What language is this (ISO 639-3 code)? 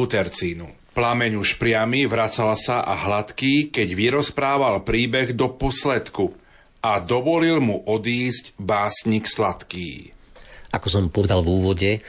slk